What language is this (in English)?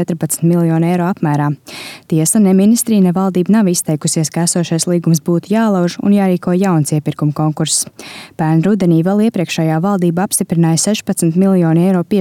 Latvian